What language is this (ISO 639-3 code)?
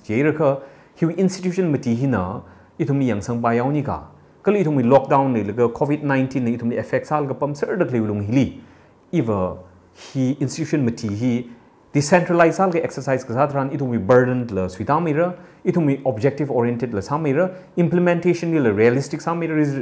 nmf